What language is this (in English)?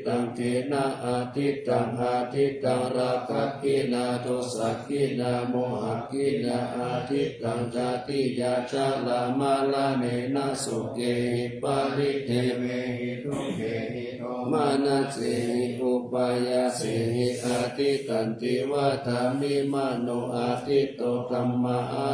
Pali